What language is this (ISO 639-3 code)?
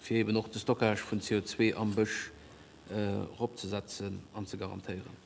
ltz